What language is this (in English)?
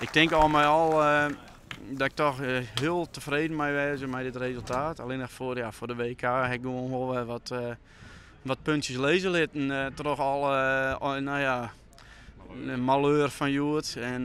Western Frisian